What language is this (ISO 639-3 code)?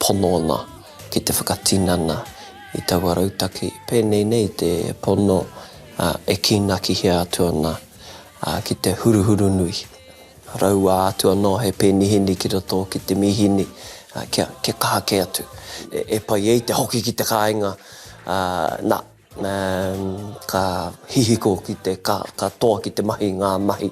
mri